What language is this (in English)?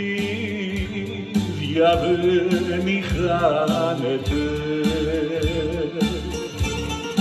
Greek